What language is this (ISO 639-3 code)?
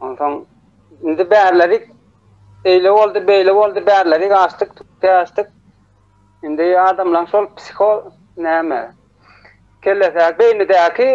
tuk